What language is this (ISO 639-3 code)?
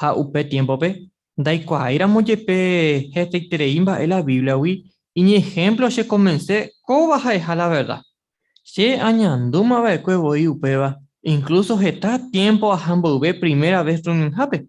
grn